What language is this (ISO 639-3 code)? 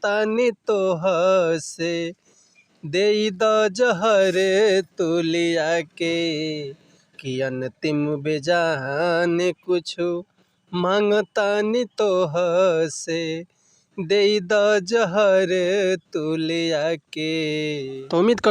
bho